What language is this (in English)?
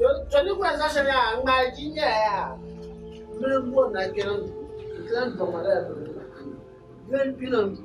Dagbani